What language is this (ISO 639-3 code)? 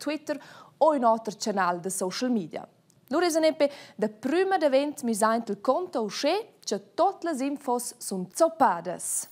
roh